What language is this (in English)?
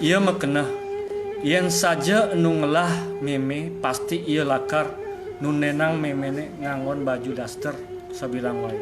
Balinese